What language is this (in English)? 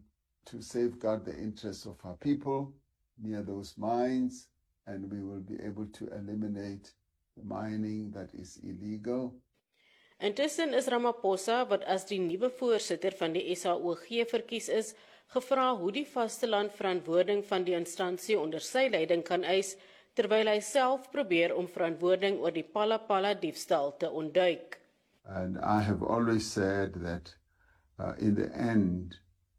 Afrikaans